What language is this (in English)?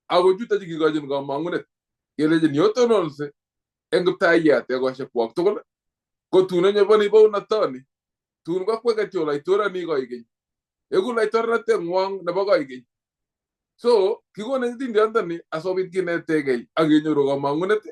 Kalenjin